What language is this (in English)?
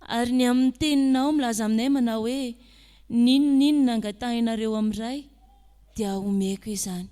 Malagasy